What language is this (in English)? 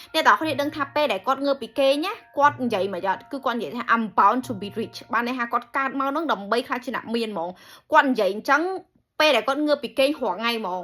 Khmer